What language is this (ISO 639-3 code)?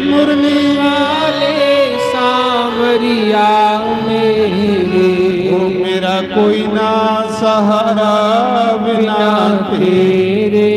doi